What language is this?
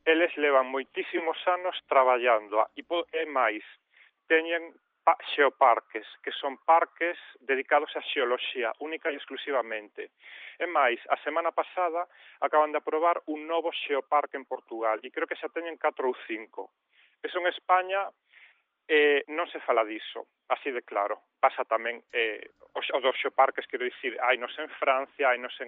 Galician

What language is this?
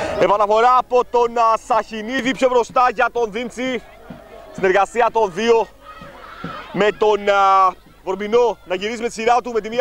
Greek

